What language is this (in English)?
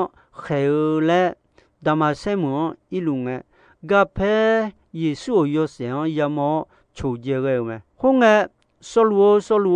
Akha